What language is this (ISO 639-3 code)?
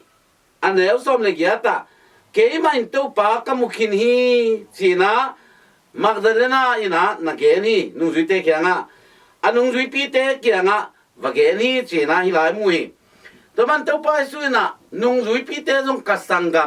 ctd